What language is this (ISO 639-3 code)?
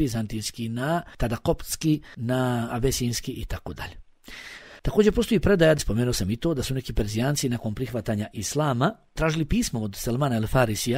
bos